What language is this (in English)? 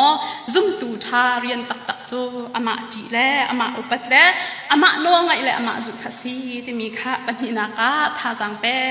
Hakha Chin